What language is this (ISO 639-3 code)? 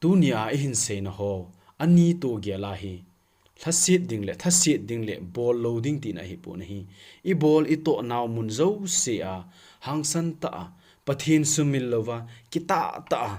tcz